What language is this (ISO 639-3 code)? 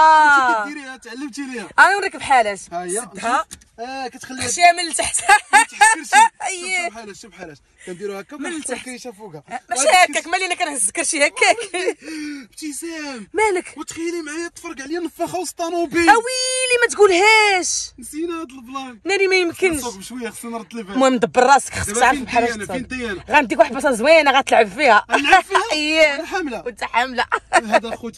ary